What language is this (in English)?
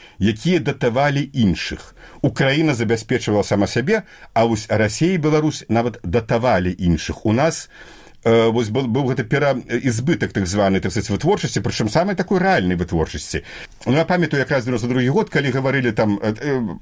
Belarusian